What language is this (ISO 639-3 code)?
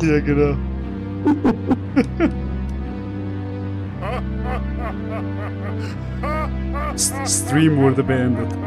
gsw